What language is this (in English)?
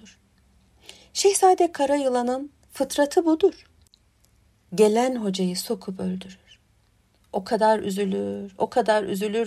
Turkish